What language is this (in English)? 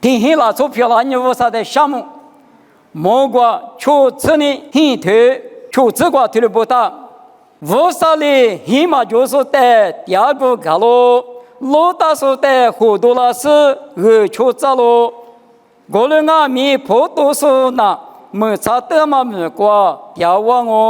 Lisu